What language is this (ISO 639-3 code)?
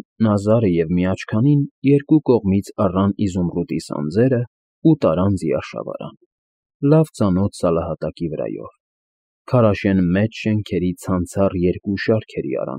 hye